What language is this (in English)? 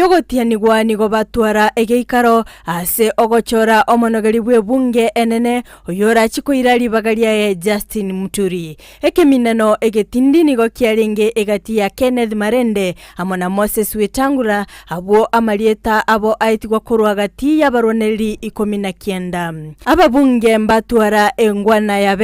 Gusii